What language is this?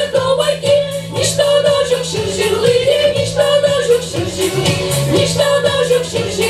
Chuvash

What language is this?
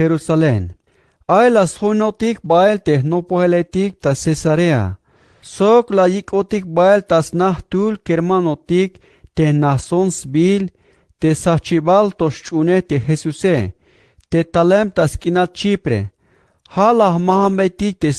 Tzeltal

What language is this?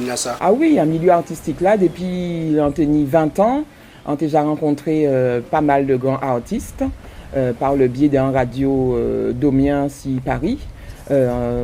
Guadeloupean Creole French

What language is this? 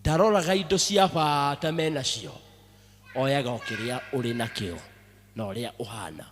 Kikuyu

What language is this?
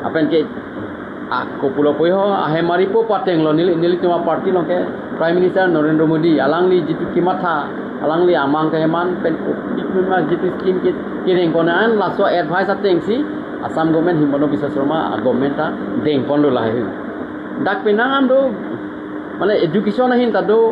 Karbi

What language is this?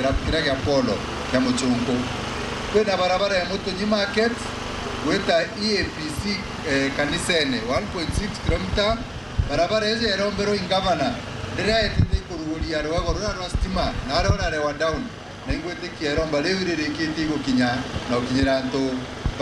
Meru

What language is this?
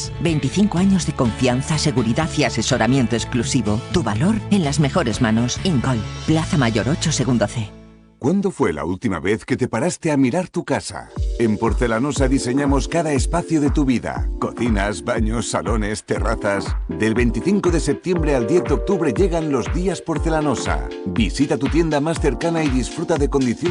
Spanish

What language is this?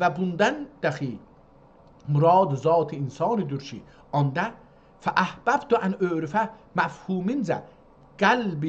South Azerbaijani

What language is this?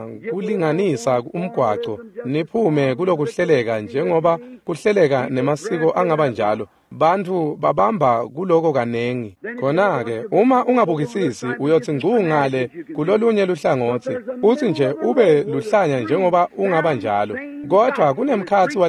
Swati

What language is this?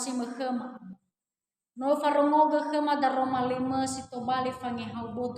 Nias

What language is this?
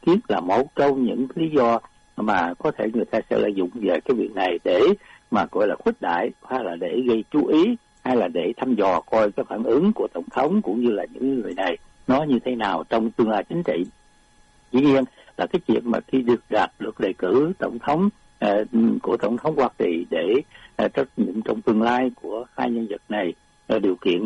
Vietnamese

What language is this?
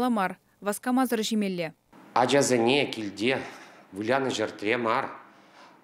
Chuvash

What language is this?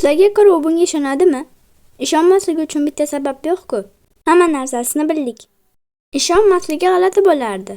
Uzbek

